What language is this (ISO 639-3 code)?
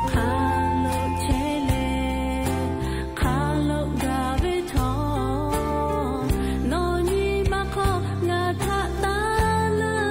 lhu